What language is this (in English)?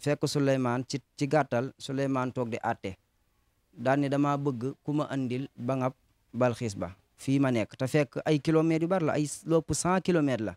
Wolof